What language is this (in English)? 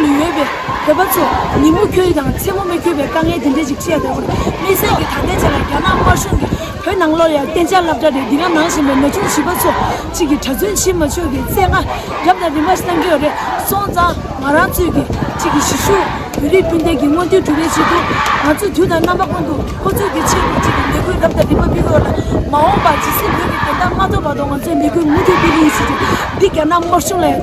Tibetan